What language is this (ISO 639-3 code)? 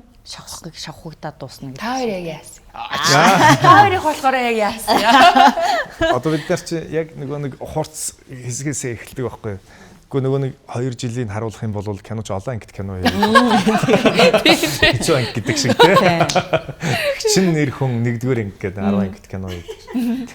mon